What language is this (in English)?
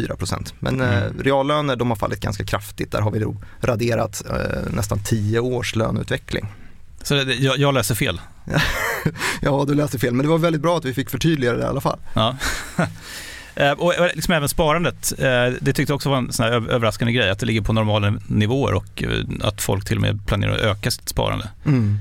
Swedish